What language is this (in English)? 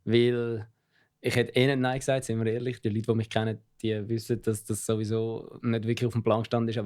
Swiss German